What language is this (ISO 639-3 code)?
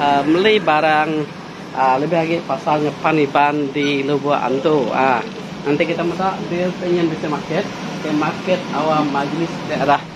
iba